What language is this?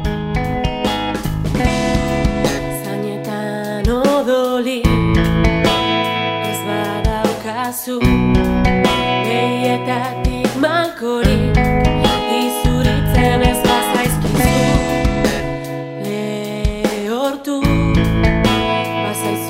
Basque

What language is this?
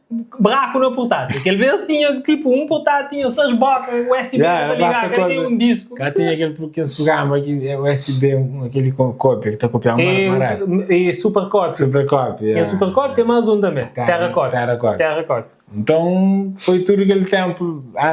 Kabuverdianu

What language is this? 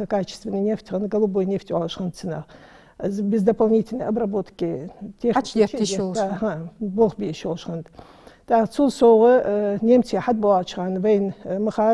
Ingush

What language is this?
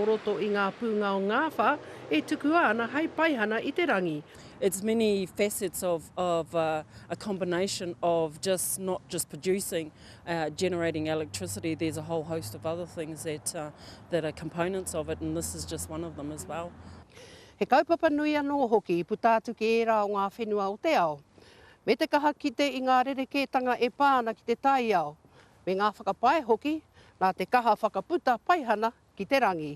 Māori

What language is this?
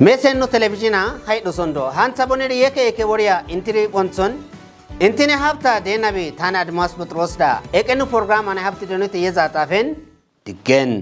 Kafa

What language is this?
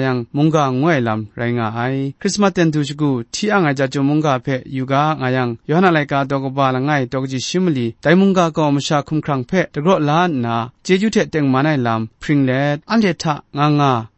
Kachin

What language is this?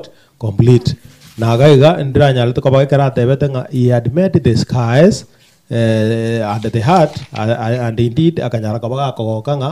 Gusii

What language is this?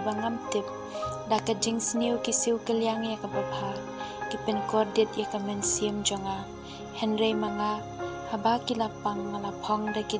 Khasi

